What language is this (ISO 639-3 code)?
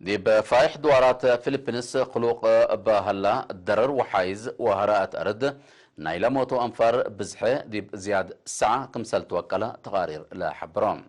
tig